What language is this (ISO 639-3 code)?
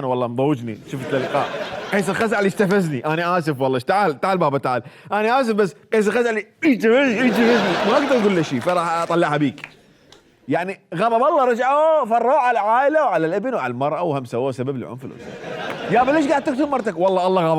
acm